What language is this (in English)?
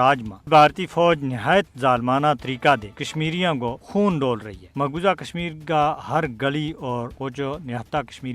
Gujari